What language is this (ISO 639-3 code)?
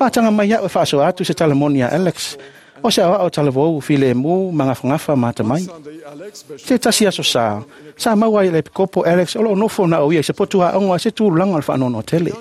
smo